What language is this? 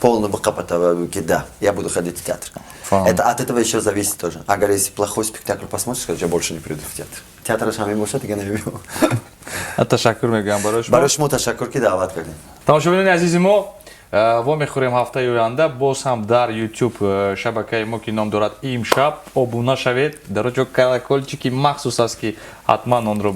Tajik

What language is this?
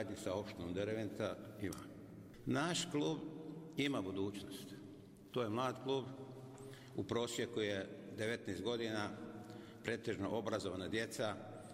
Bosnian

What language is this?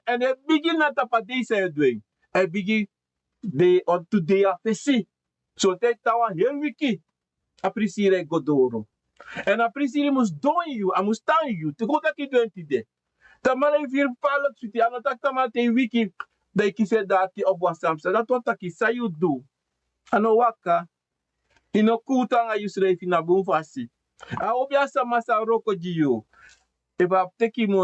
Sranan Tongo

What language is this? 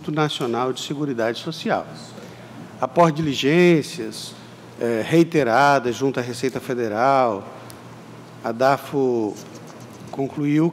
Portuguese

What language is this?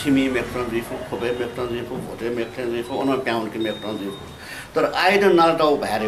Newari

